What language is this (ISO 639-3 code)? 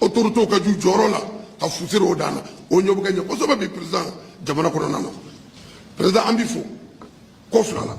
bam